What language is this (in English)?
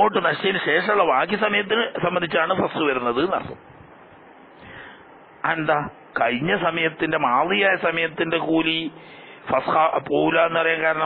Malayalam